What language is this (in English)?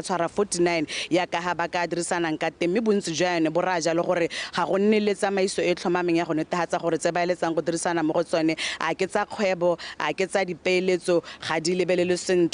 Tswana